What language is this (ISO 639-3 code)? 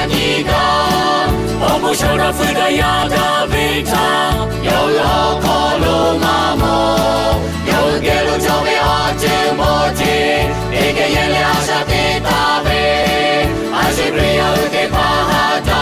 lhu